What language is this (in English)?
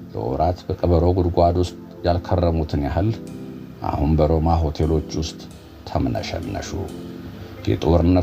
Amharic